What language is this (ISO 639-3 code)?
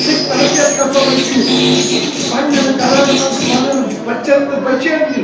kas